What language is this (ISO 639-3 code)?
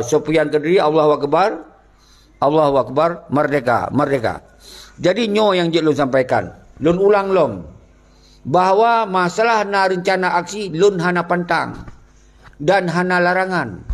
ace